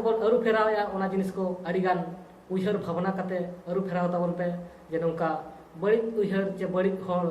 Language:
Santali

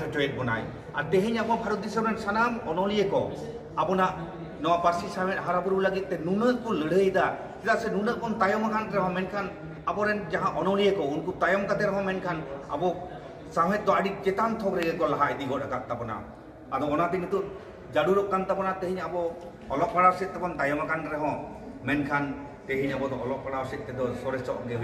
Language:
Santali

